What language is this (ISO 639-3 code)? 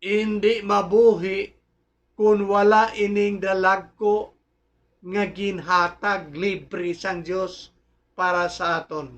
hil